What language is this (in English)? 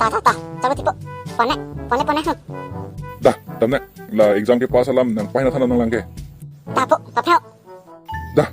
Karbi